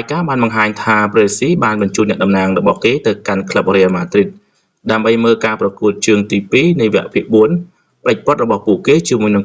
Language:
Khmer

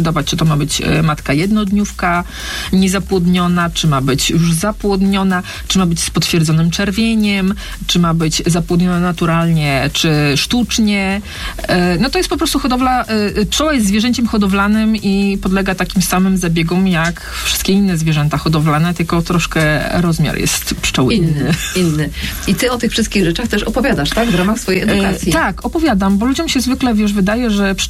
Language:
Polish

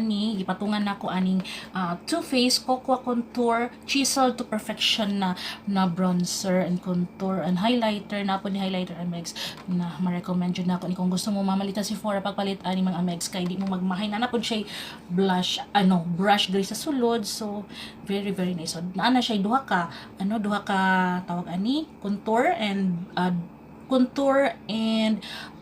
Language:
Cebuano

